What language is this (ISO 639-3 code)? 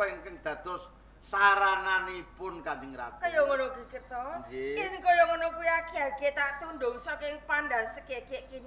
jav